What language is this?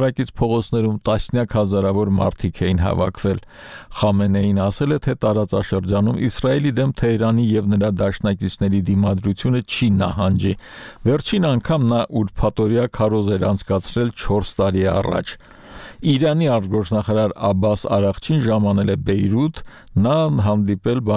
Armenian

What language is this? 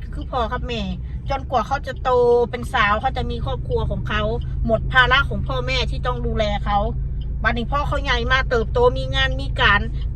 Northeastern Thai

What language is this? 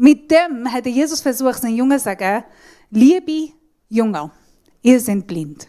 Swiss German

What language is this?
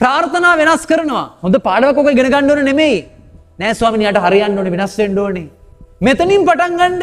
Sinhala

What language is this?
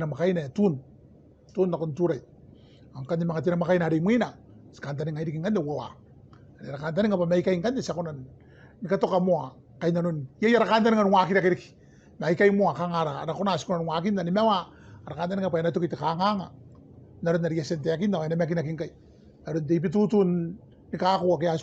Gilbertese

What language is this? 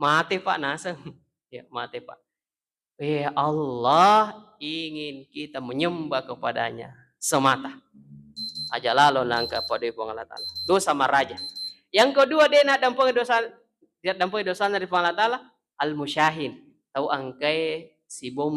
Buginese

